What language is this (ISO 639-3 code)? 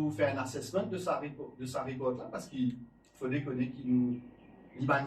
mfe